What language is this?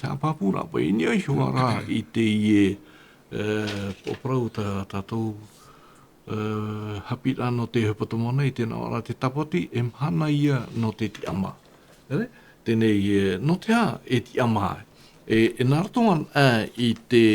Tahitian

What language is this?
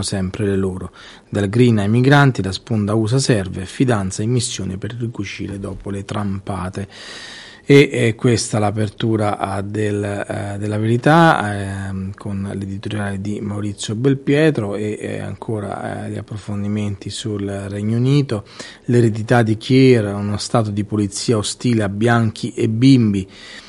Italian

